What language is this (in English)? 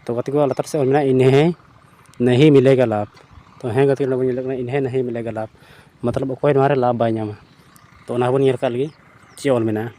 Santali